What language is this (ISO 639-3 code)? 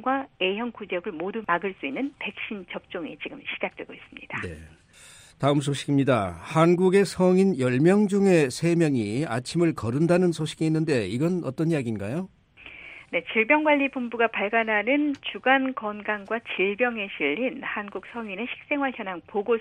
kor